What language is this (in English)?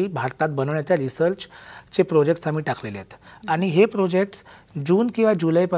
Marathi